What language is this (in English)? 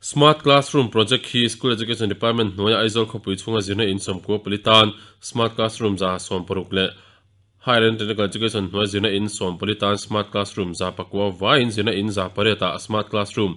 Mizo